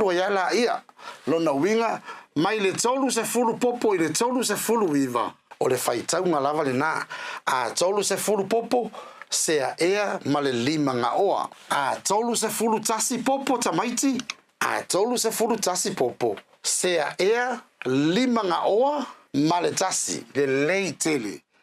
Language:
Samoan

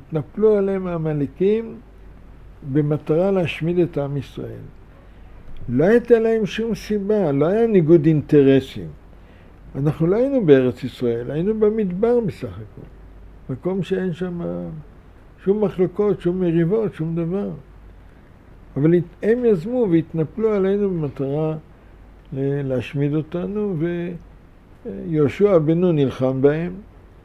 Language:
Hebrew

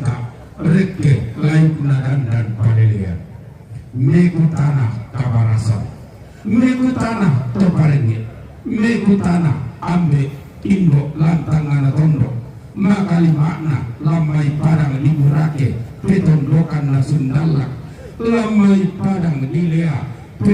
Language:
Toraja-Sa'dan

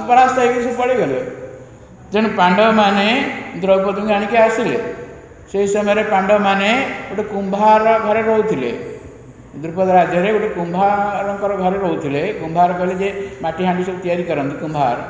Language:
Odia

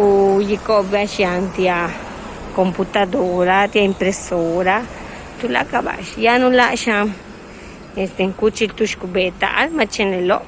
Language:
Yucateco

